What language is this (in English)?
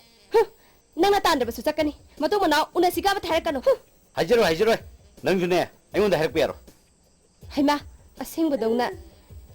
Manipuri